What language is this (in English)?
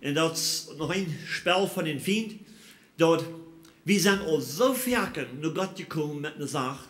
Plautdietsch